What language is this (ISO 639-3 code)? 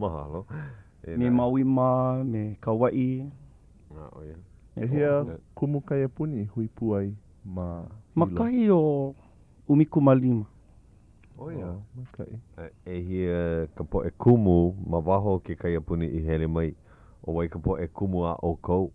haw